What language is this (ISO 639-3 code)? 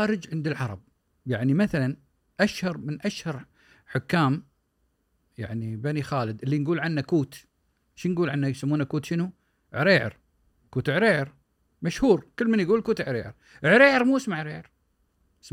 afb